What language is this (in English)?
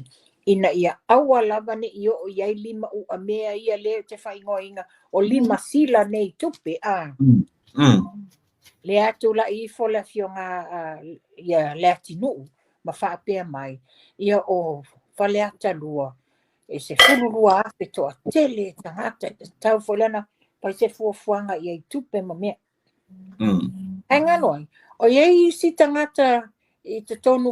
Samoan